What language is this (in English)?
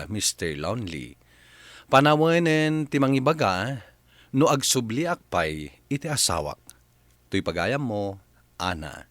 Iloko